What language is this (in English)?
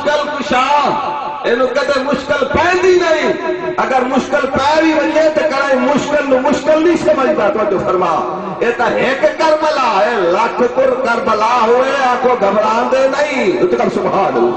Saraiki